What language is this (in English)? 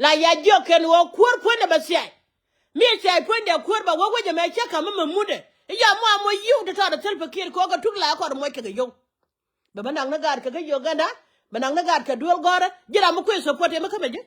Nuer